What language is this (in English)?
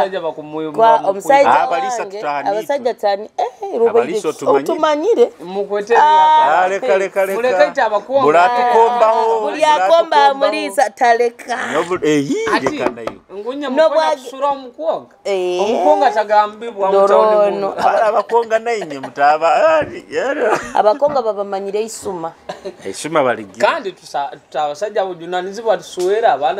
Nyoro